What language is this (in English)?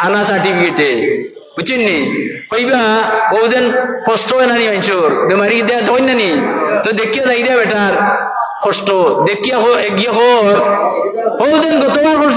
Sylheti